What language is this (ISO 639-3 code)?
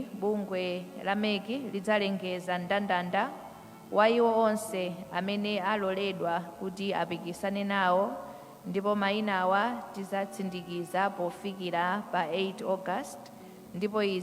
nya